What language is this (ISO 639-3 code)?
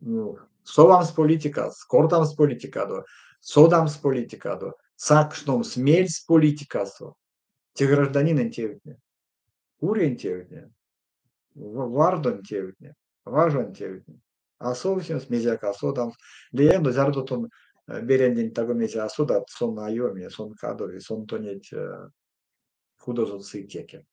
myv